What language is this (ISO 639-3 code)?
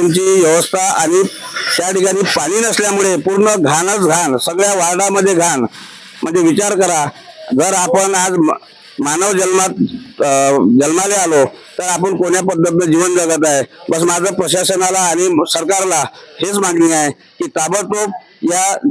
mar